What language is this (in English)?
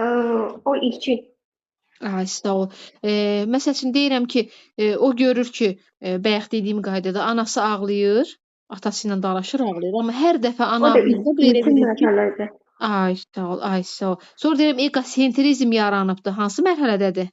Azerbaijani